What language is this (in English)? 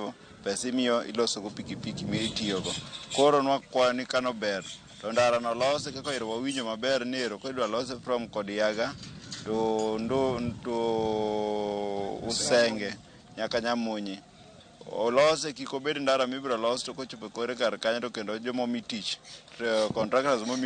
Luo (Kenya and Tanzania)